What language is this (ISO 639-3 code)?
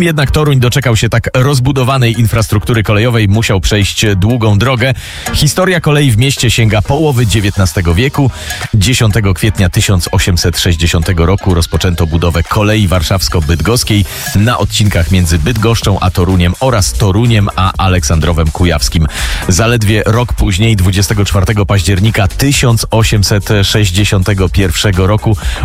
pol